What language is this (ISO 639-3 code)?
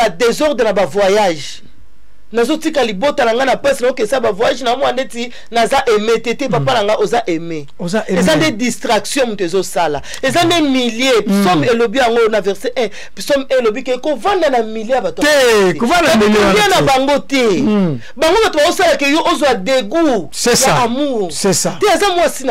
lin